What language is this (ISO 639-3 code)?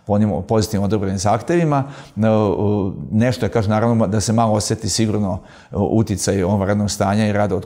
srp